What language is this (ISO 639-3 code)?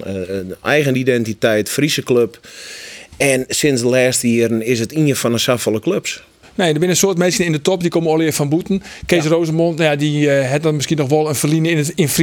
fry